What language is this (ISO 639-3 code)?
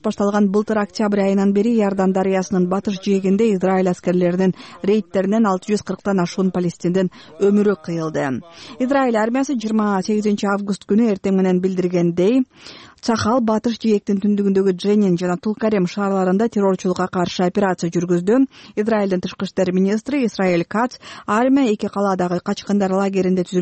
kir